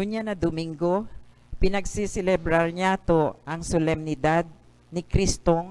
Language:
Bikol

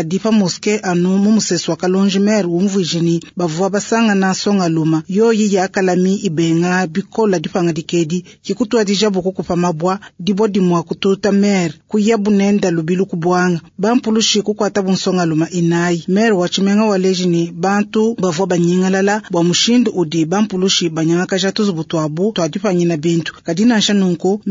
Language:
Luba-Lulua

